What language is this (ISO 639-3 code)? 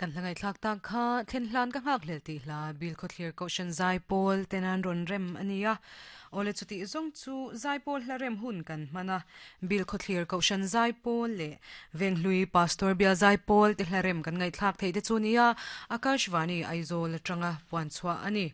lus